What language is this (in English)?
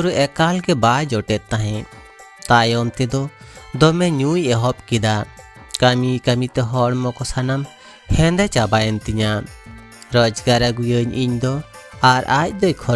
Santali